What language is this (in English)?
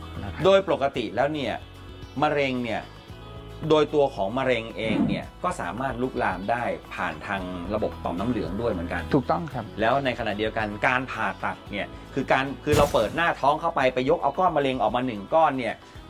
Thai